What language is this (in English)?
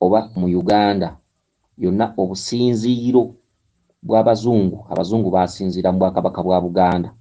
Ganda